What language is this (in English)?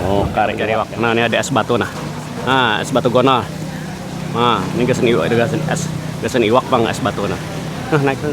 Banjar